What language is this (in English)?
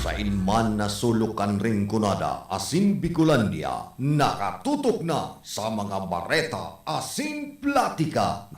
Bikol